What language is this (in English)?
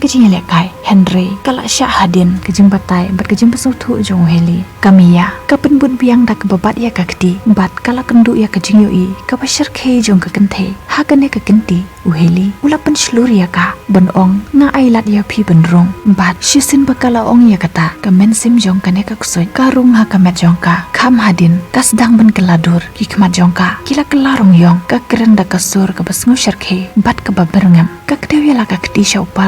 Khasi